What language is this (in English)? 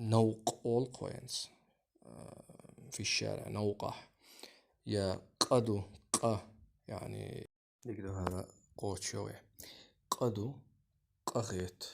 Chechen